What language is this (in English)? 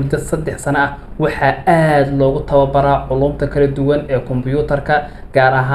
Somali